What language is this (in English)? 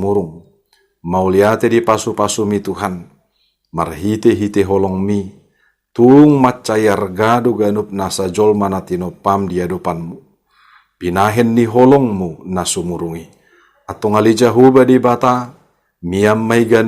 Batak Toba